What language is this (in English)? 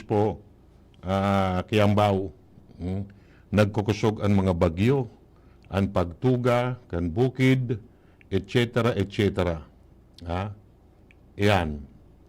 Bikol